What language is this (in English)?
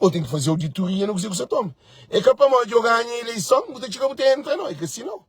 Kabuverdianu